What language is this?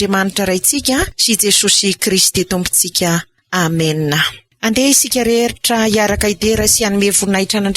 Malagasy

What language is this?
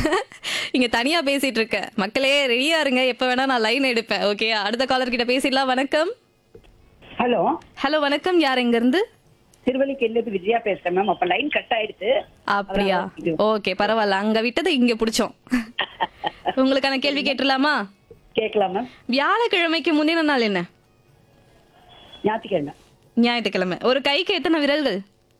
Tamil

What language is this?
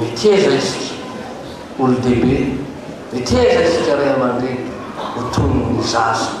Malagasy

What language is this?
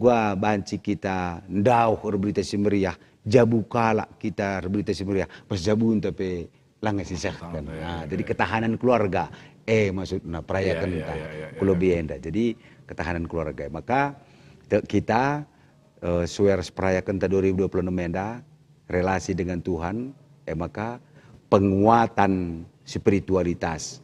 Batak Karo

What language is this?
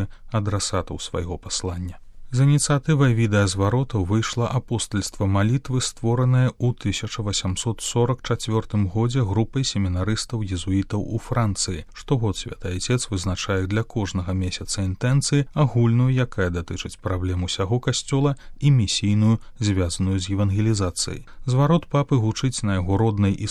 Belarusian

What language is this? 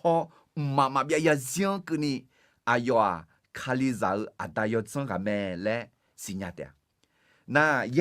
Akha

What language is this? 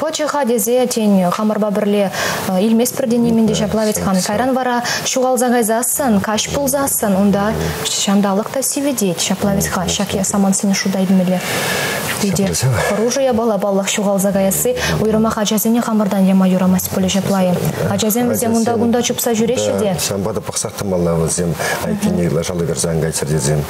Chuvash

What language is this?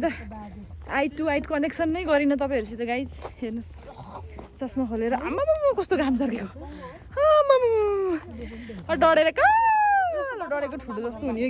Nepali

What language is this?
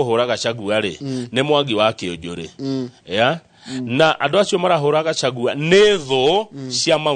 Kikuyu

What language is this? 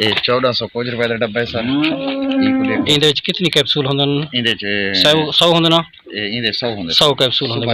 Saraiki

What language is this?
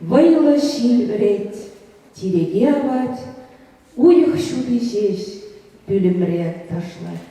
Chuvash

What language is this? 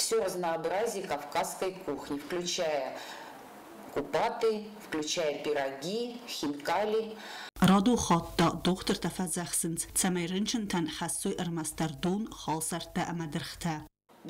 Ossetic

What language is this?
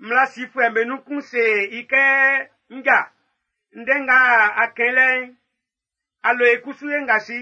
Baoulé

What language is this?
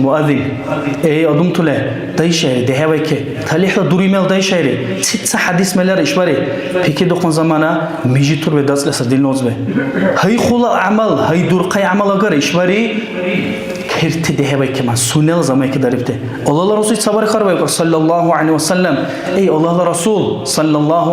Dargwa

